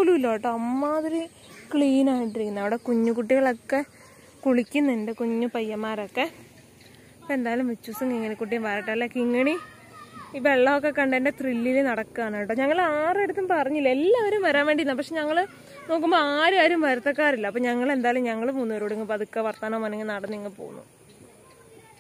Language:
Malayalam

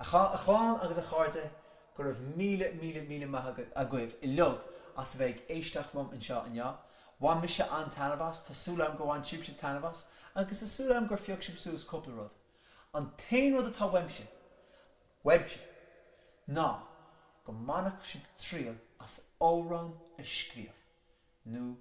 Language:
Irish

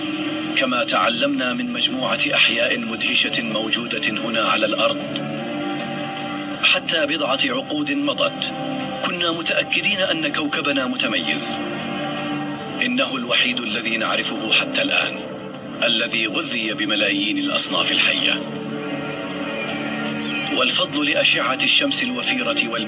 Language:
Arabic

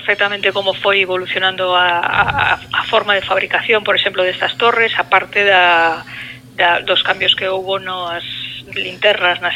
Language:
Galician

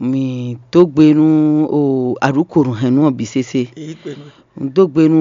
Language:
Fon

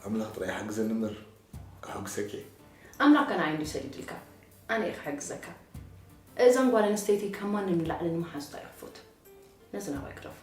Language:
Tigrinya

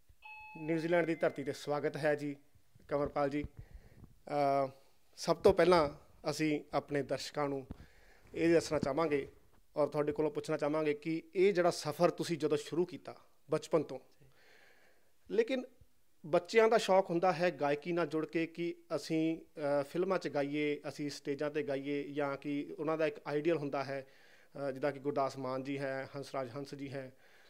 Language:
Punjabi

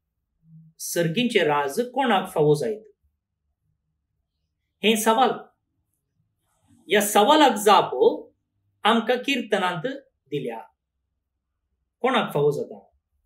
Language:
Konkani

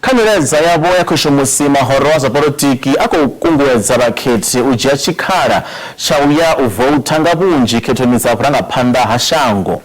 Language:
Venda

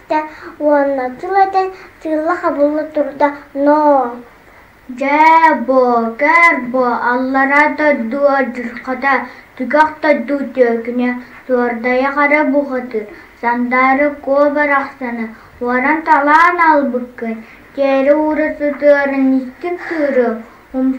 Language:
Yakut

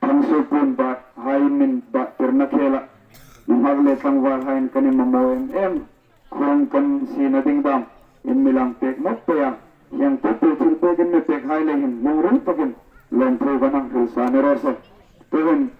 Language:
Hmar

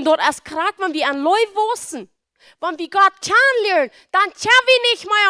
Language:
Plautdietsch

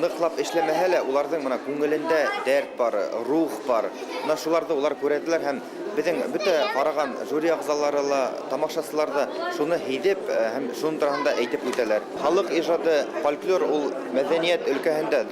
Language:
Bashkir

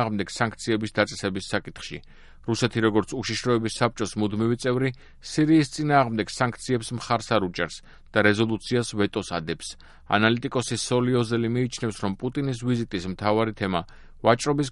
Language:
Georgian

